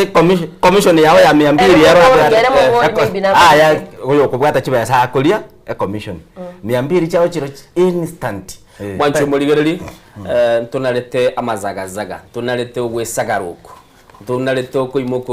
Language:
Gusii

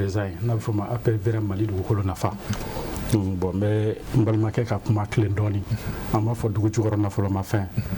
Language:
Bambara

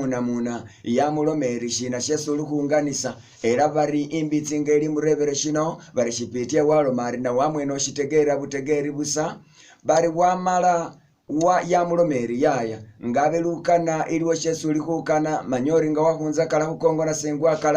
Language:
Masaaba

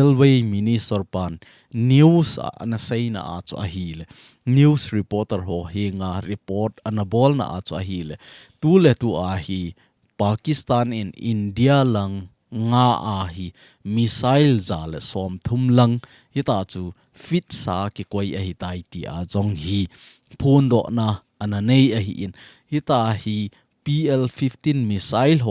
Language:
Thado Chin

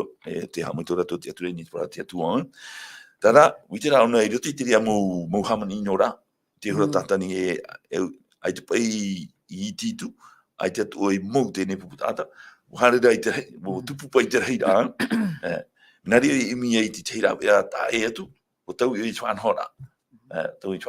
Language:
Tahitian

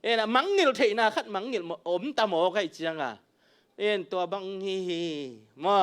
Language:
Tedim Chin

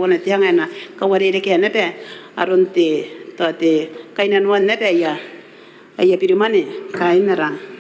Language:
Gilbertese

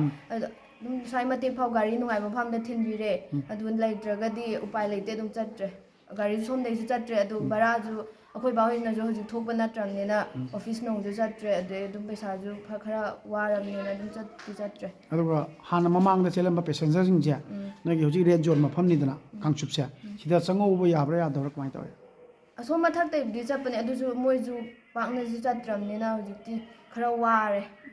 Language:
Manipuri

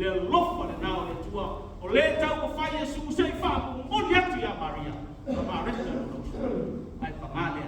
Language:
Samoan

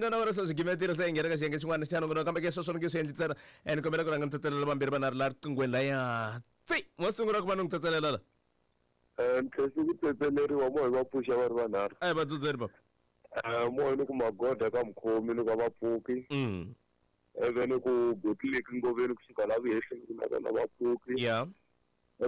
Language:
Tsonga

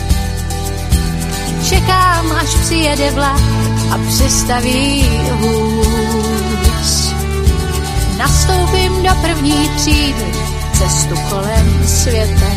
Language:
Czech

